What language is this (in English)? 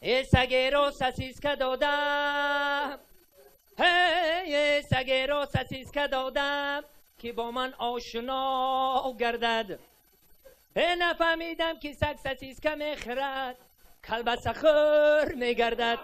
Tajik